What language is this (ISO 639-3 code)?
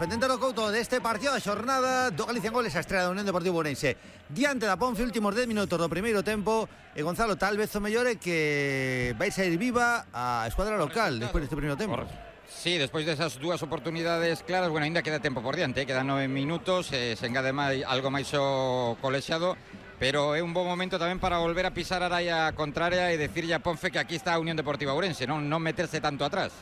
glg